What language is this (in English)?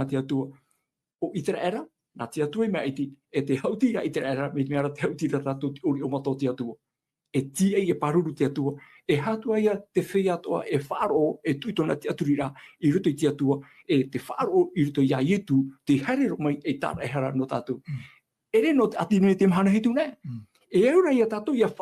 Tahitian